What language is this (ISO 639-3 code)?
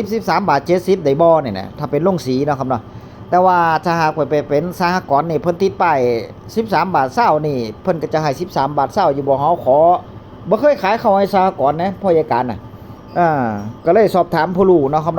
tts